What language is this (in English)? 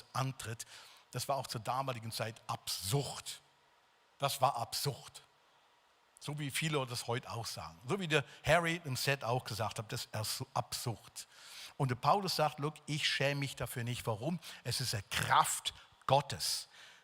Swiss German